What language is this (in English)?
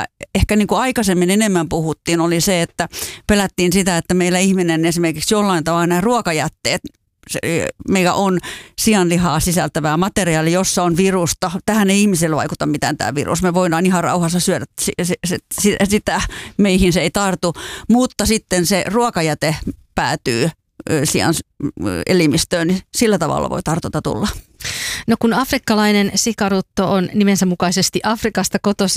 Finnish